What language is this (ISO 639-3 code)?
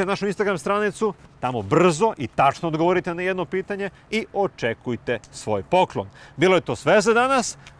srp